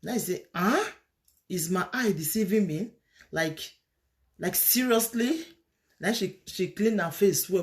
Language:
Nigerian Pidgin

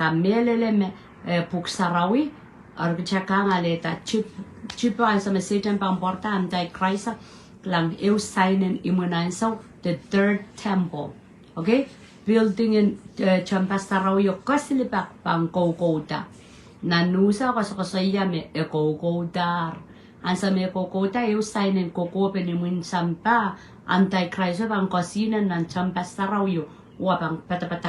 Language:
Pohnpeian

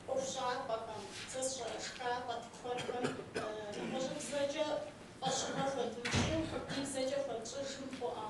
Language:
Kabardian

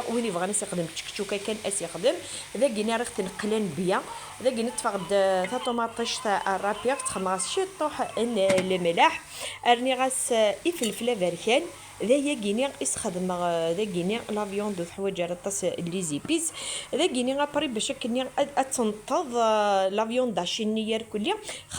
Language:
Kabyle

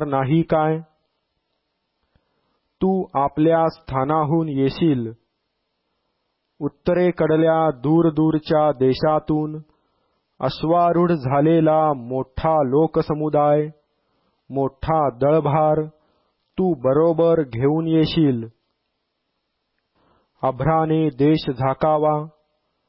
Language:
Marathi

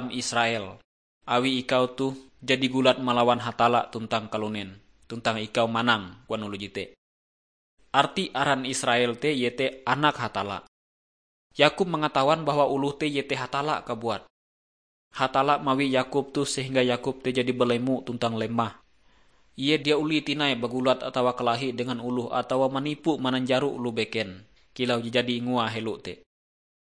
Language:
Ngaju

